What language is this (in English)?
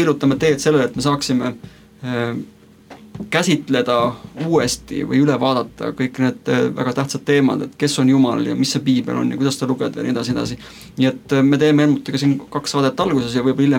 Estonian